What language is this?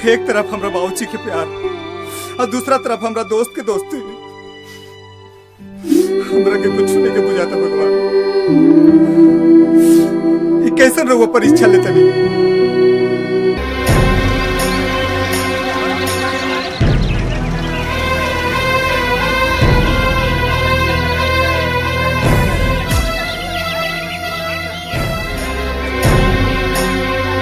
Bhojpuri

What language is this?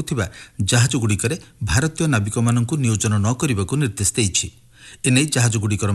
Odia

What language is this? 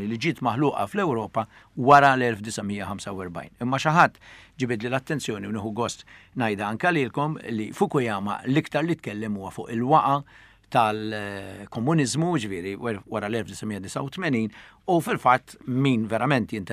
Maltese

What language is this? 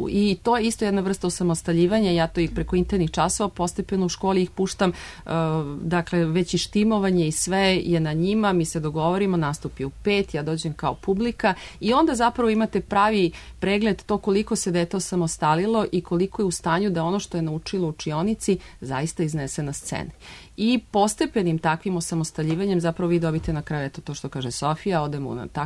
Serbian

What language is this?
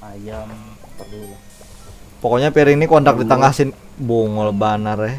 Banjar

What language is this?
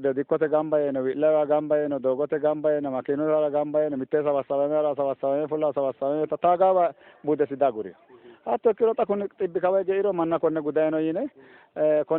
Sidamo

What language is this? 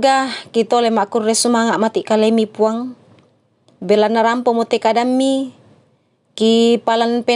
Toraja-Sa'dan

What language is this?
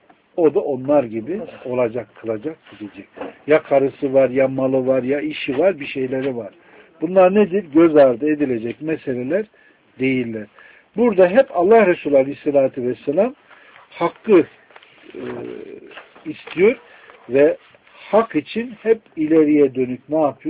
Turkish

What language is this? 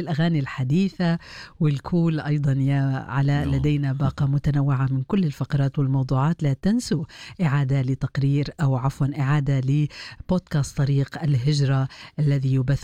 Arabic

